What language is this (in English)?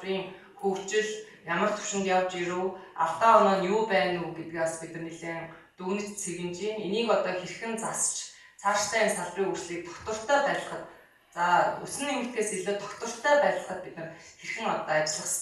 Mongolian